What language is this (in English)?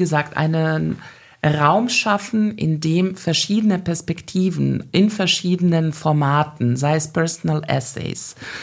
German